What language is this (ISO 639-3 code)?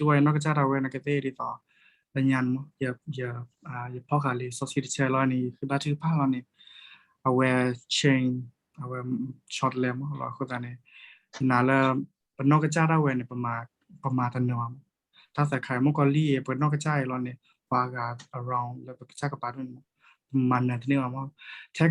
ksw